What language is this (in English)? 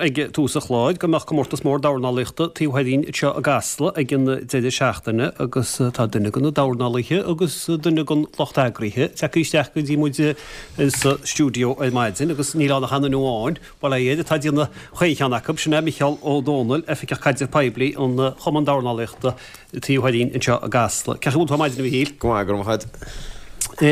Irish